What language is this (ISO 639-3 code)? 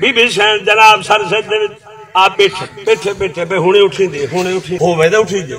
skr